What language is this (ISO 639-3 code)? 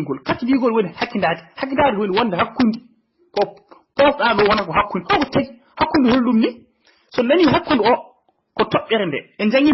ful